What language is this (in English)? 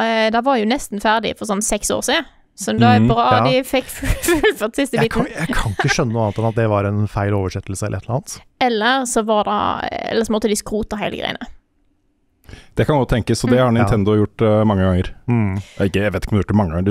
Norwegian